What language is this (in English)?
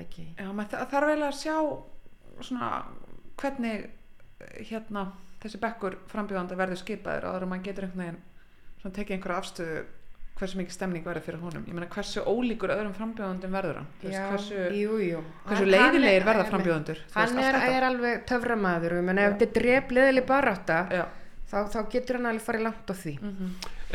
Icelandic